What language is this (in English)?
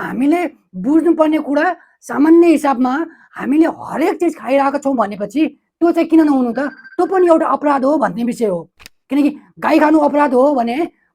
Nepali